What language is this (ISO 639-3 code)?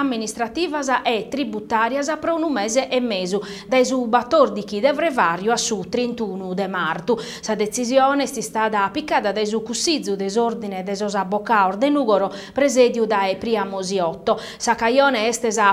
srd